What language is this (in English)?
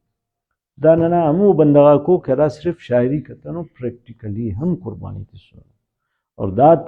Brahui